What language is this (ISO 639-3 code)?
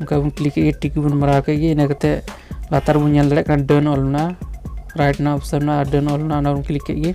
sat